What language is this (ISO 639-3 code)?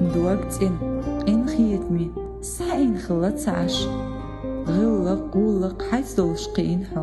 che